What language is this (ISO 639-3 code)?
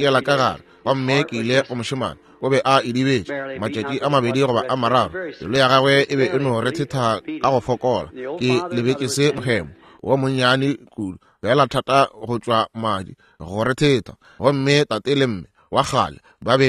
nso